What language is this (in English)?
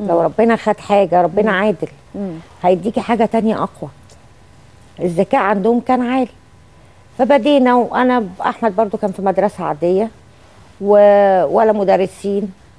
Egyptian Arabic